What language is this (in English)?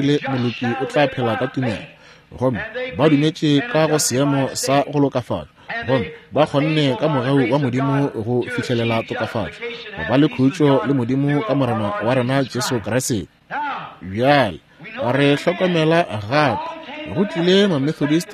Northern Sotho